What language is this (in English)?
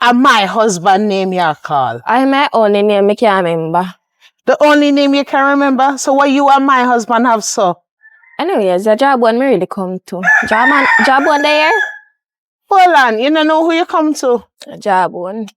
Jamaican Creole English